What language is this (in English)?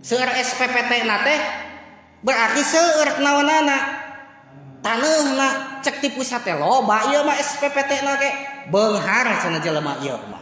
Sundanese